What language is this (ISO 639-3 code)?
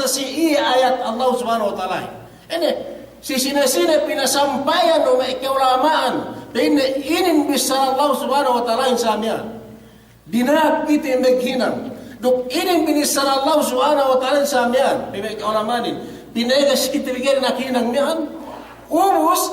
yka